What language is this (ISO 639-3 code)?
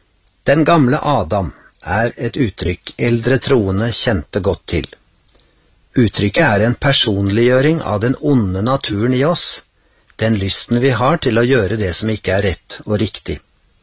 nor